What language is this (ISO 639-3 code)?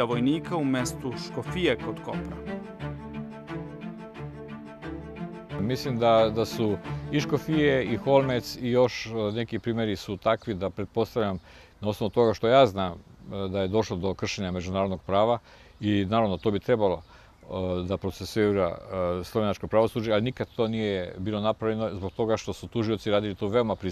srp